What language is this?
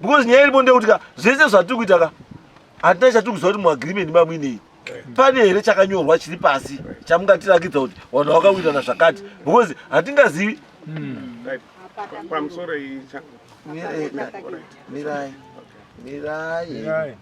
Shona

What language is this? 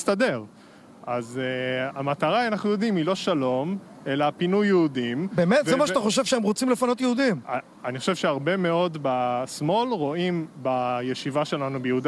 Hebrew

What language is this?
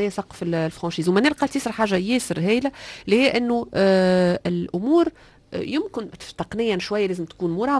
Tunisian Arabic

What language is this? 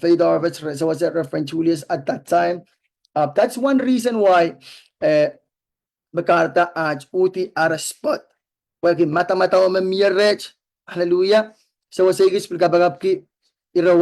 Pohnpeian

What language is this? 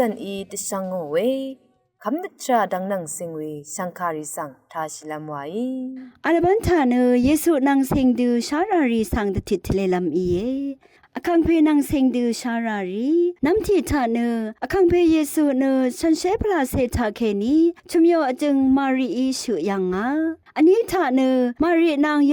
Rawang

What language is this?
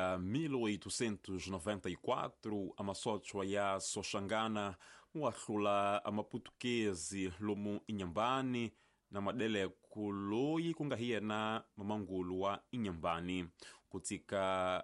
Tsonga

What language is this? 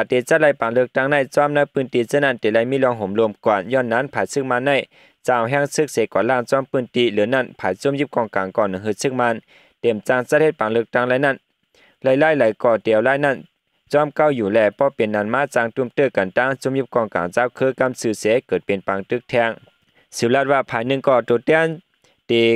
Shan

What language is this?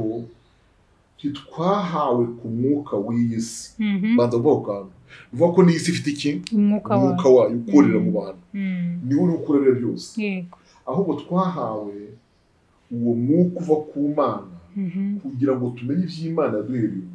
Kinyarwanda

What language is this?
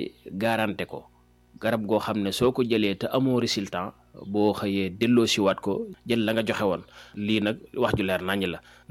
Wolof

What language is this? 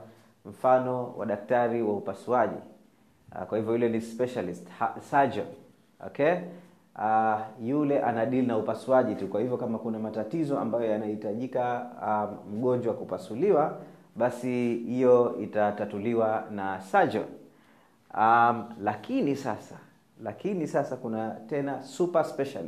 Swahili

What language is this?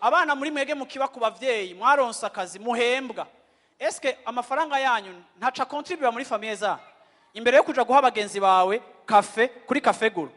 Rundi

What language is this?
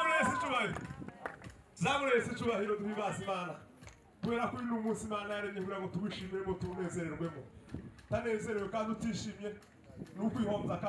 Kinyarwanda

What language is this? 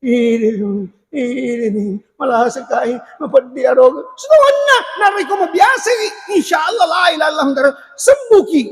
Buginese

